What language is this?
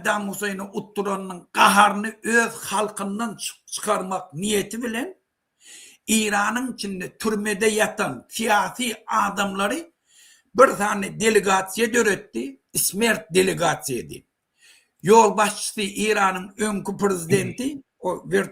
Turkmen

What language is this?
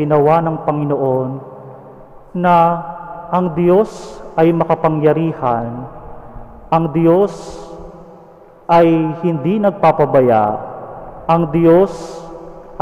Filipino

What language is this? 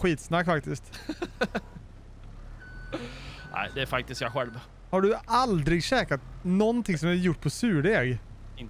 Swedish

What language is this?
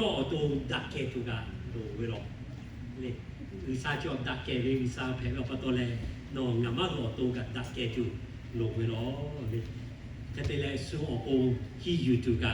Lahu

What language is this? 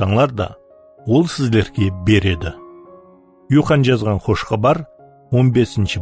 Kara-Kalpak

